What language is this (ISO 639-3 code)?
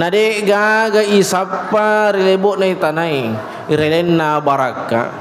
bug